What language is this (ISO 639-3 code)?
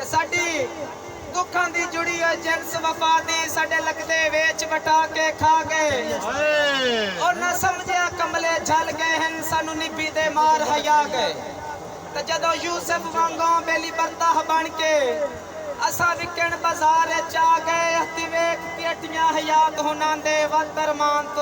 skr